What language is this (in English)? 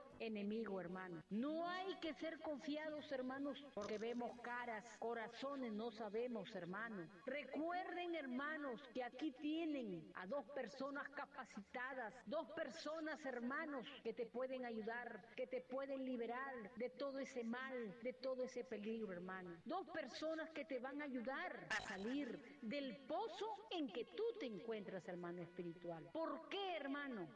Spanish